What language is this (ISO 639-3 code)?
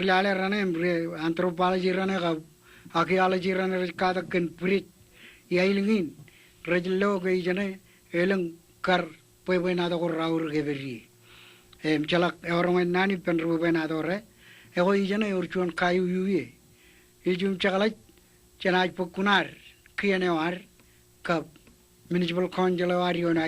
mah